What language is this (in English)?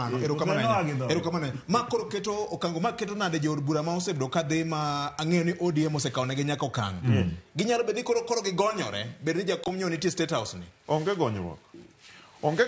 Luo (Kenya and Tanzania)